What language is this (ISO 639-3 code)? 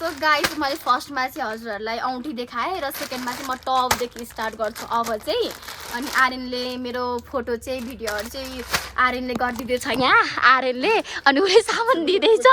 nep